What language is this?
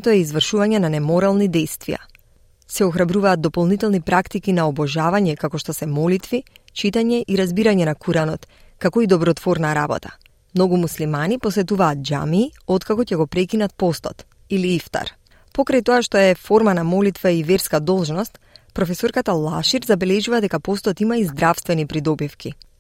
Macedonian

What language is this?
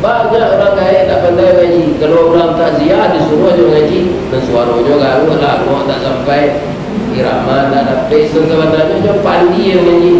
Minangkabau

